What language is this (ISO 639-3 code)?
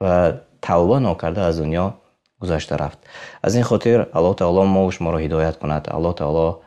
tgk